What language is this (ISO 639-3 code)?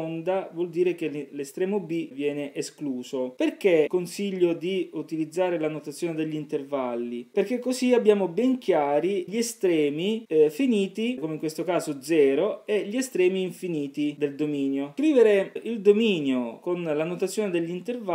ita